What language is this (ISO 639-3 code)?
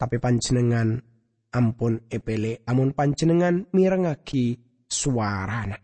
mad